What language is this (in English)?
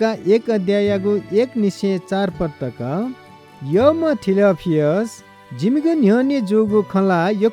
Newari